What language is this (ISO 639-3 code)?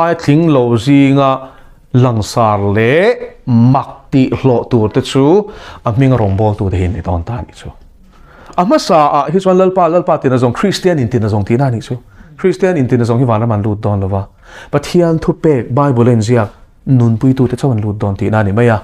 lus